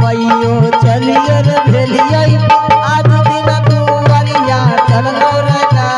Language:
Angika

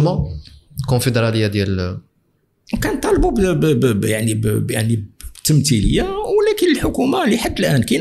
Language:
Moroccan Arabic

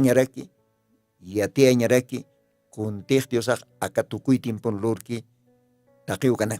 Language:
Aymara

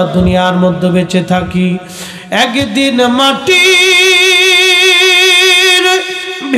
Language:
Bangla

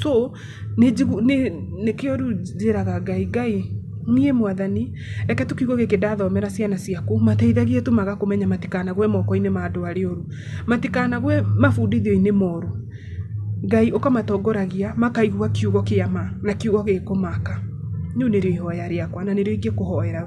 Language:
Kikuyu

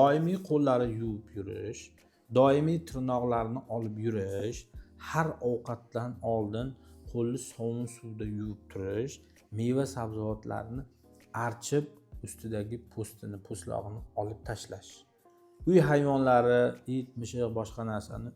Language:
Uzbek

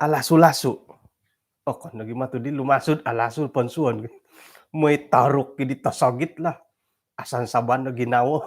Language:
Central Dusun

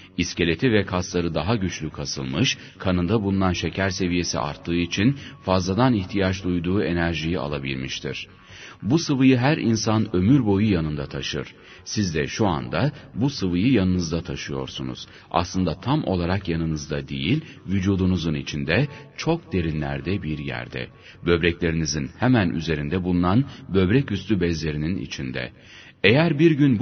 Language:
Turkish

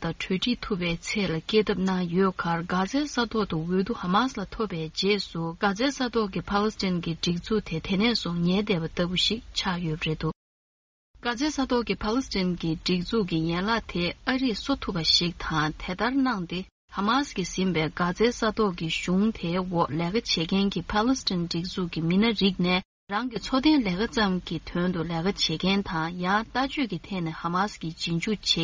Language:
Tibetan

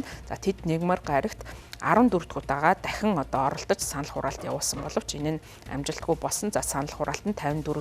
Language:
Mongolian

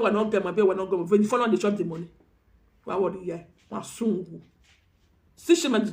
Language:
Nigerian Pidgin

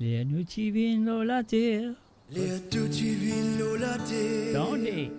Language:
Morisyen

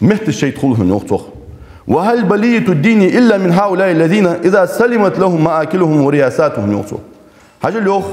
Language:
Ingush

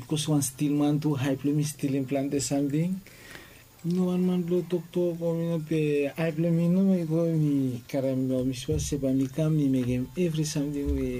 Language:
Bislama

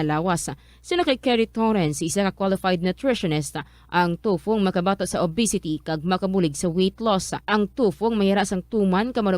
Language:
Hiligaynon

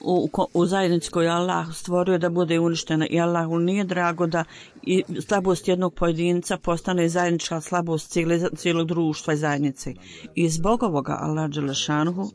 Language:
Bosnian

